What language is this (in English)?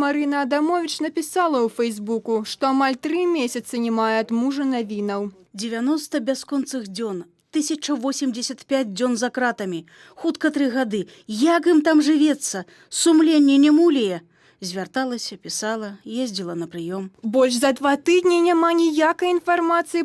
Belarusian